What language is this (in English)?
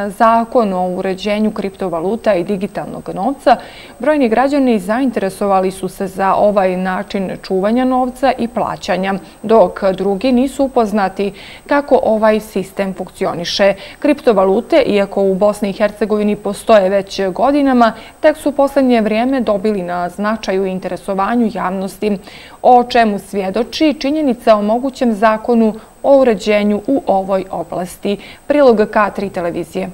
Bosnian